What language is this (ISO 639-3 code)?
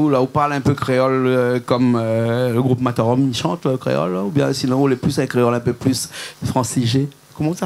rcf